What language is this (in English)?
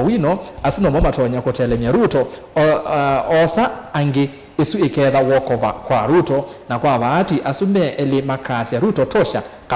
Kamba